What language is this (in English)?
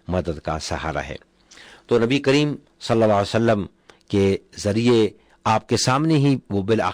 Urdu